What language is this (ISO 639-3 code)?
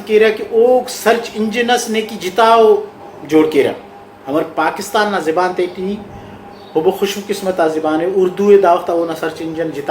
brh